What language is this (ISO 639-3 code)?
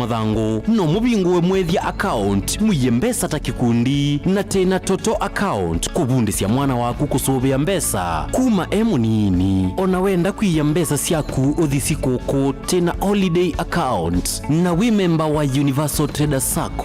kam